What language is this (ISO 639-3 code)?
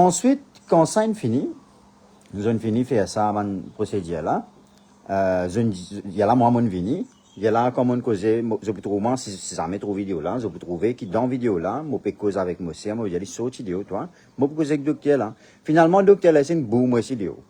mfe